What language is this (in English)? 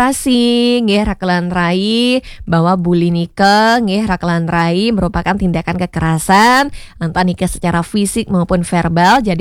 Balinese